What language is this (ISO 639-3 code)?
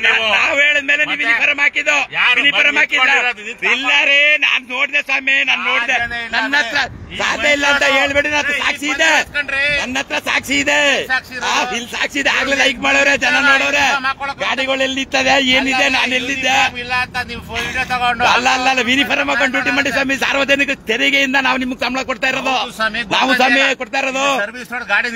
kan